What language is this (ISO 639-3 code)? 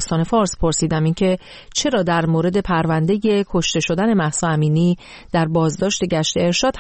fas